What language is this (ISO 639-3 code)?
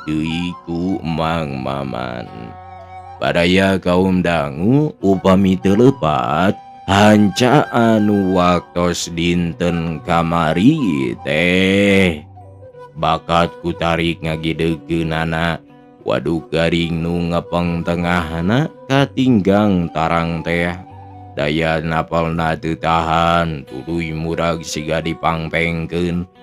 sun